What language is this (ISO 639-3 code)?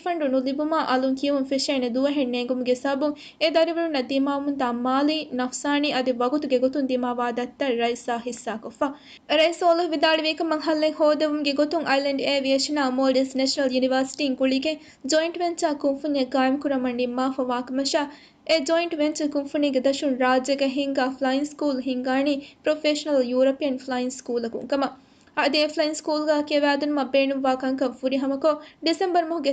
div